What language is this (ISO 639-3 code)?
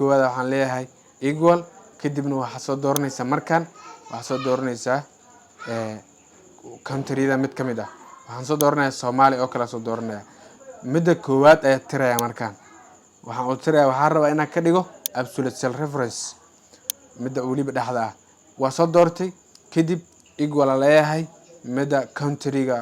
som